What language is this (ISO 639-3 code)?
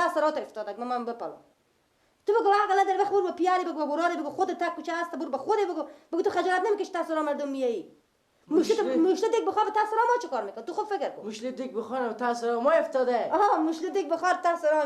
fas